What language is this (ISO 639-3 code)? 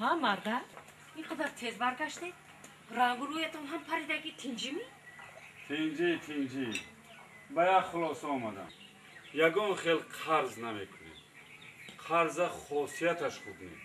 tgk